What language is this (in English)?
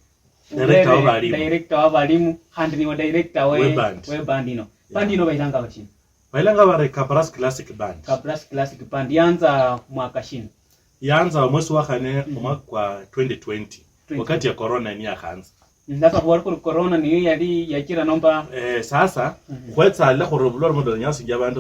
Luyia